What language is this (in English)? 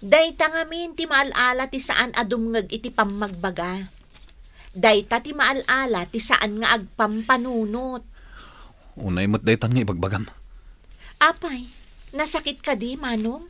Iloko